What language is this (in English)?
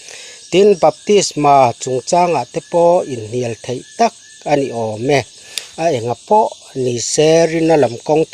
Mizo